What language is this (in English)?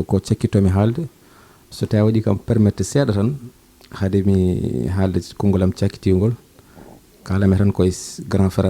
Fula